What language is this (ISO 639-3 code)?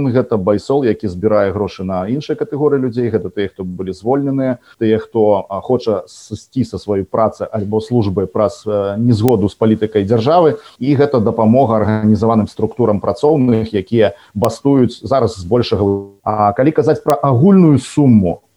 bel